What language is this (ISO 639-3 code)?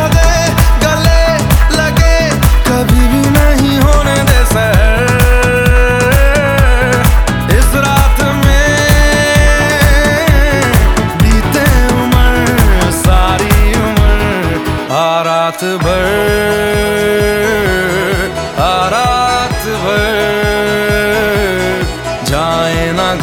hin